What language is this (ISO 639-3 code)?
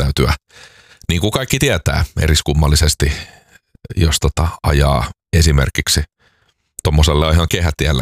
fin